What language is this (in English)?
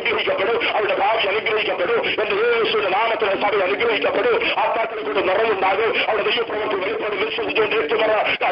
Malayalam